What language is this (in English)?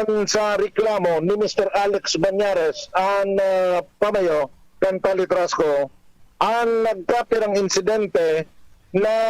Bikol